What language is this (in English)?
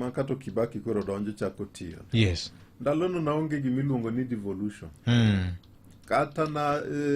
Luo (Kenya and Tanzania)